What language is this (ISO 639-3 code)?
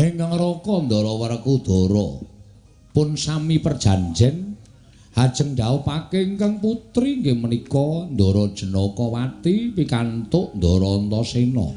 jav